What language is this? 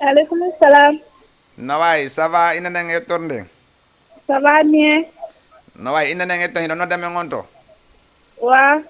Fula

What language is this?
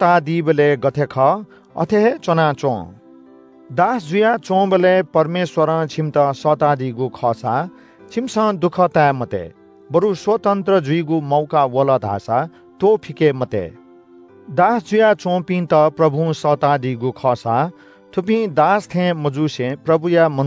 Newari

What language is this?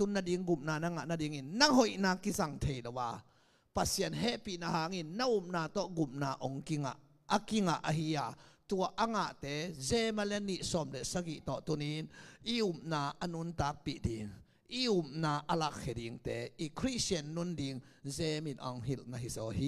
Tedim Chin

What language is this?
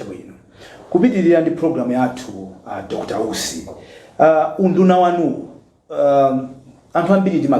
Nyanja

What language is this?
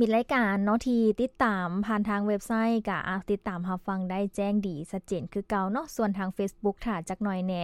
Lao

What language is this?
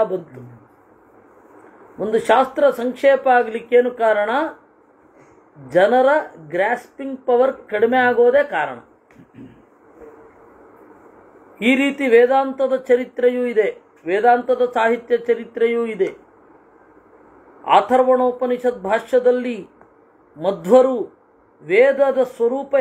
Kannada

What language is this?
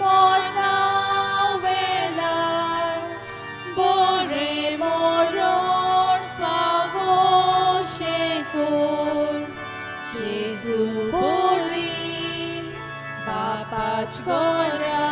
Konkani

